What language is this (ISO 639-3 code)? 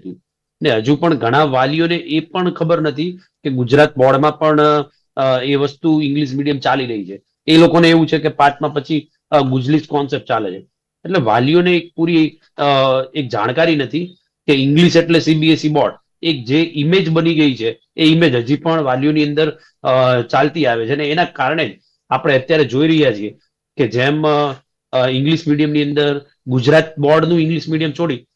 guj